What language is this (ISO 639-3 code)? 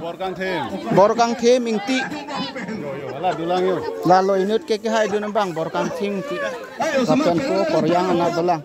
mjw